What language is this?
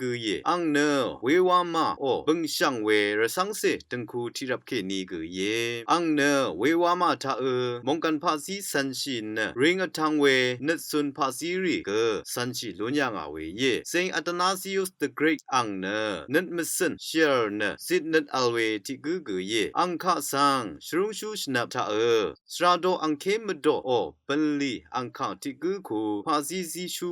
Rawang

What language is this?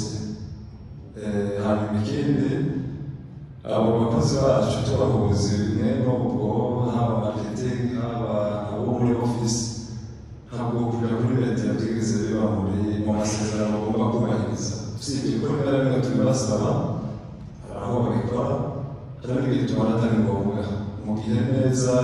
Kinyarwanda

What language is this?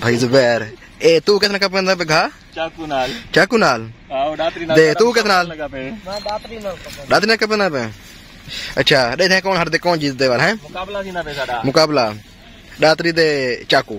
Saraiki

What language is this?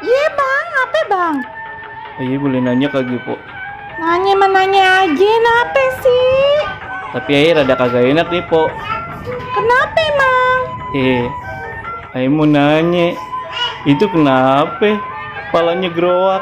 Betawi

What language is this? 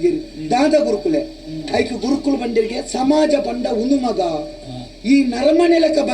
Tulu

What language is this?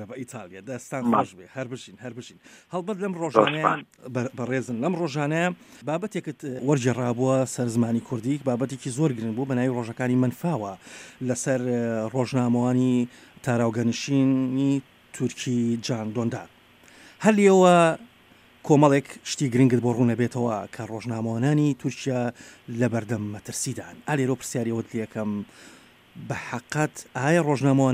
Central Kurdish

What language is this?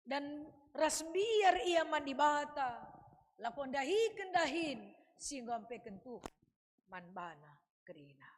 Batak Karo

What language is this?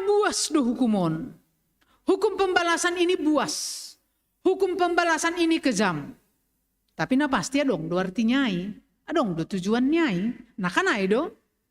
Batak Simalungun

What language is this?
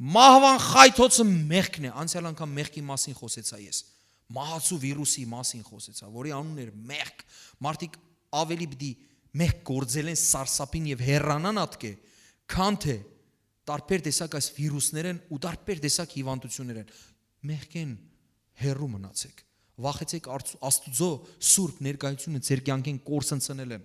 Western Armenian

